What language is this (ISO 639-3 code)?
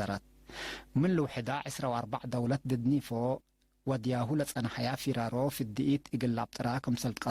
tig